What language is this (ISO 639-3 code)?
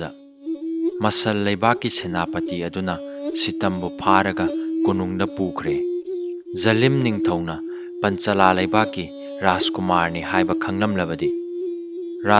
mni